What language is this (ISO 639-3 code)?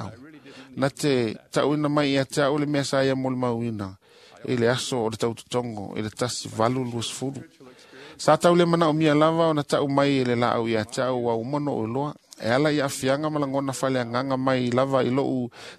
smo